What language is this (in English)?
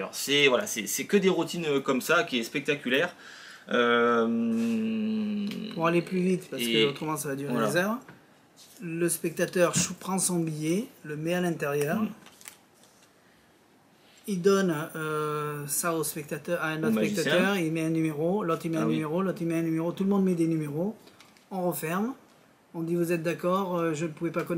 French